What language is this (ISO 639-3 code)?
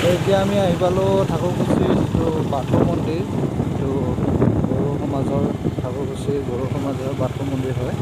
asm